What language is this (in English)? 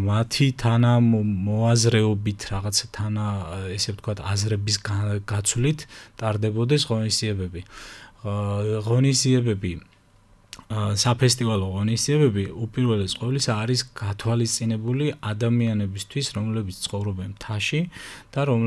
Georgian